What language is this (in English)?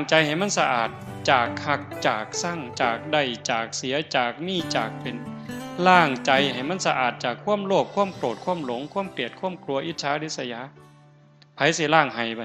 Northeastern Thai